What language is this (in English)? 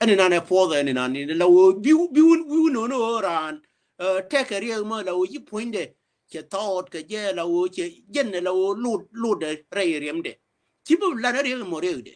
Nuer